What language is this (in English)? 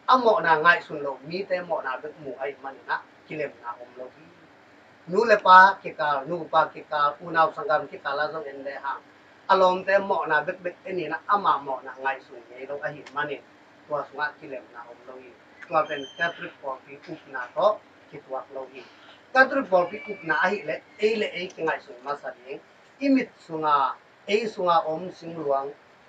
Tedim Chin